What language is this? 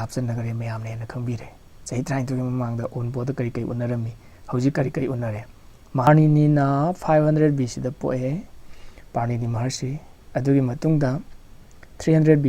Manipuri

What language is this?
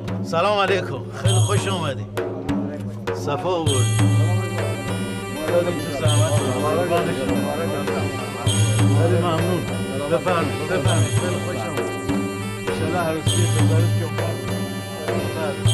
Persian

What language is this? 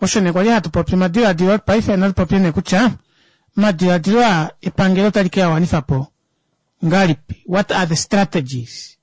Kuanyama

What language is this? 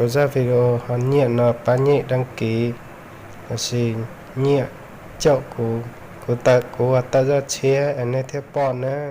Hmong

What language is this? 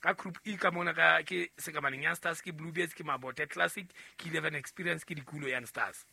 Southern Sotho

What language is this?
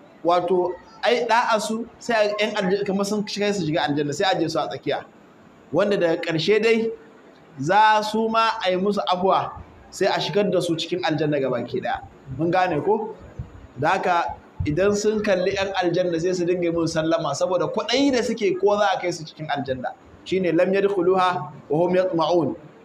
Hausa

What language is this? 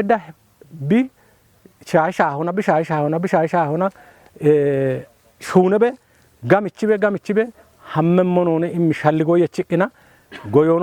Kafa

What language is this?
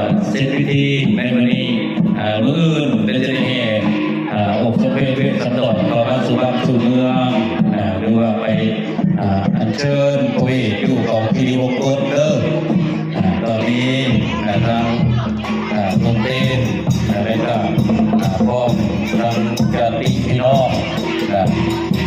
Northeastern Thai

